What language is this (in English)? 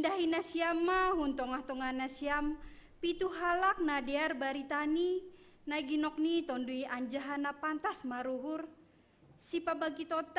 Batak Simalungun